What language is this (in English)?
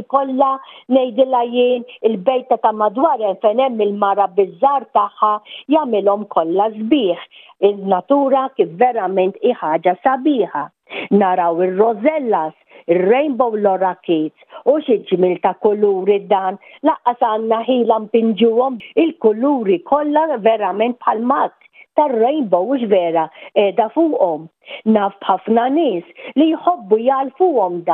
Maltese